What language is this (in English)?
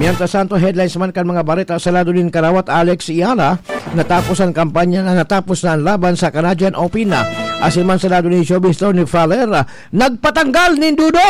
Bikol